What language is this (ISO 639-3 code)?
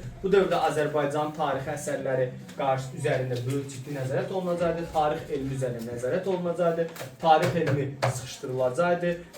aze